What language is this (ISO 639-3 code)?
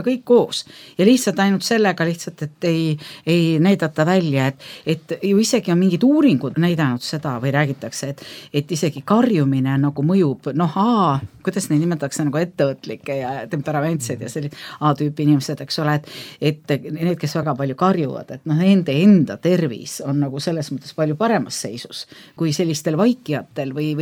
est